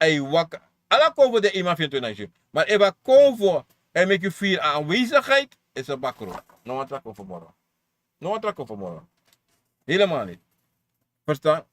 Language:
Sranan Tongo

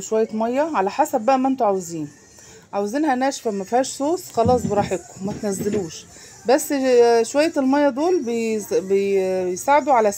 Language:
Egyptian Arabic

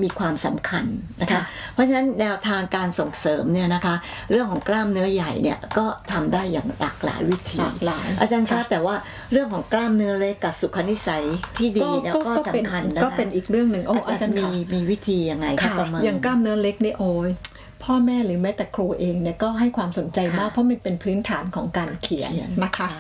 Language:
Thai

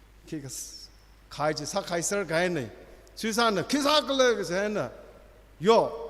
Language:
Tangkhul Naga (India)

